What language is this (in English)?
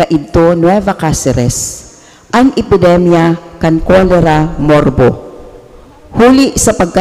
Bikol